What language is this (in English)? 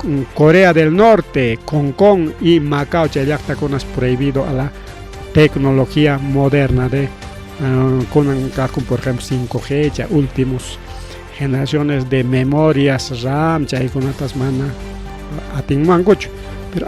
Ayacucho Quechua